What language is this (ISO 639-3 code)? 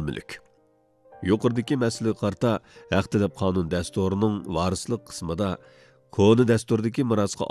uig